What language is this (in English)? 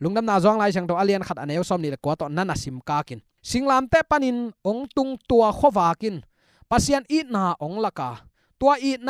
Tedim Chin